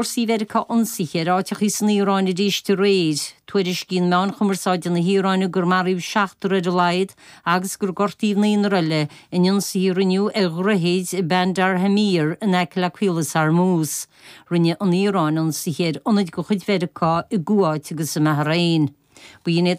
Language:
Irish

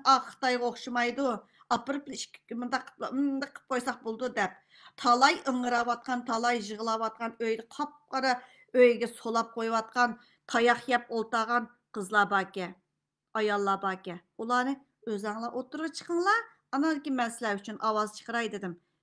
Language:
Uyghur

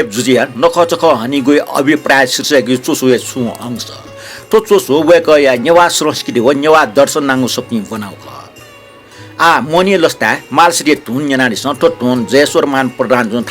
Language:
Newari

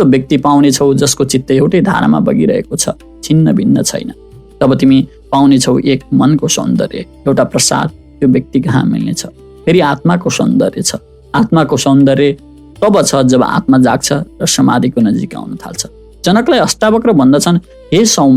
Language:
Nepali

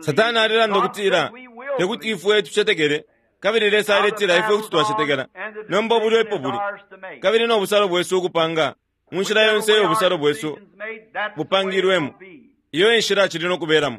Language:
Bemba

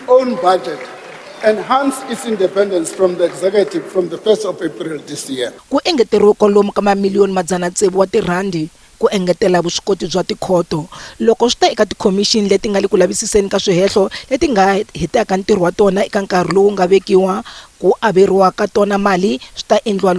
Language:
Tsonga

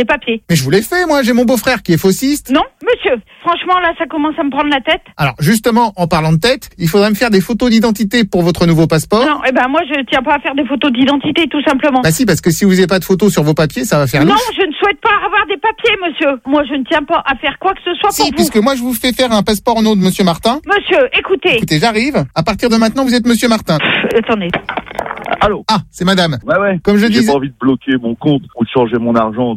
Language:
French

